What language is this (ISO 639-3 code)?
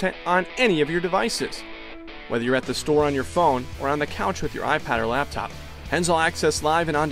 eng